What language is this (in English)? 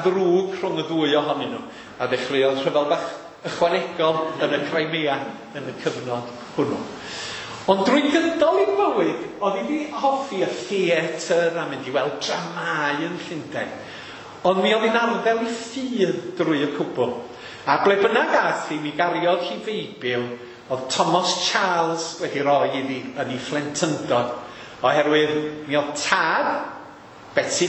Welsh